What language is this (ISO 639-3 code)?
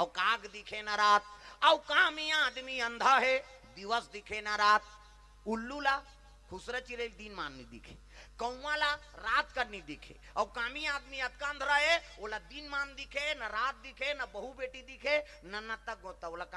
hne